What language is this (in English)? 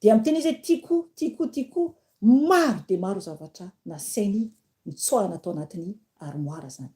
Malagasy